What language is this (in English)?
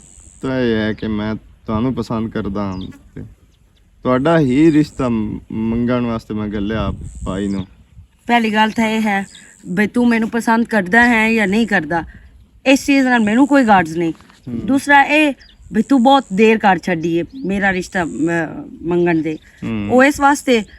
Western Panjabi